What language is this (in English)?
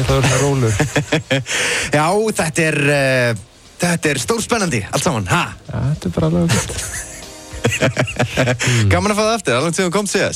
Icelandic